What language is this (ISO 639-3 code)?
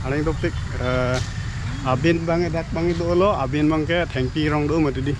mjw